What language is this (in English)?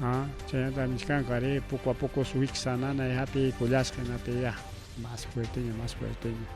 Ayacucho Quechua